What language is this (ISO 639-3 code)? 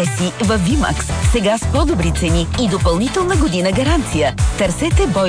bul